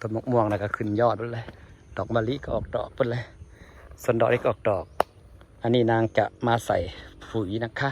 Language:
Northeastern Thai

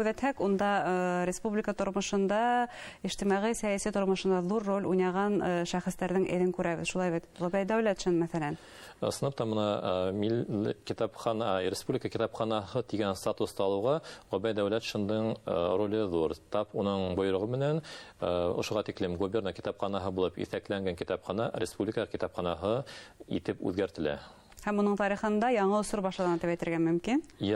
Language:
Bashkir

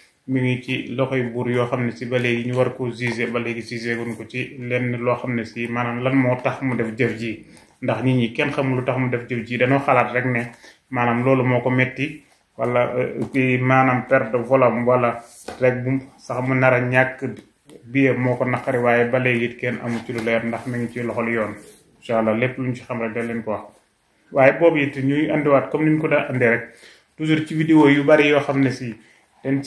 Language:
Wolof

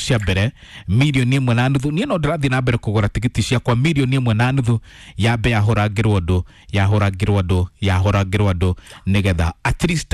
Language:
Kikuyu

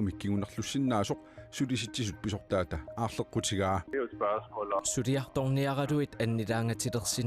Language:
Kalaallisut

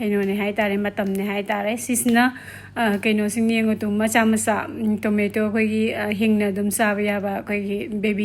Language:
Manipuri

